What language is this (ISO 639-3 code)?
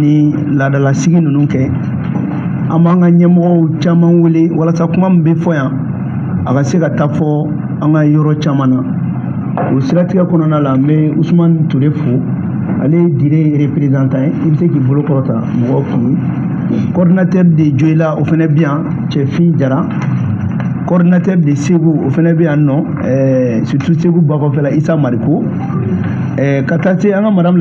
bam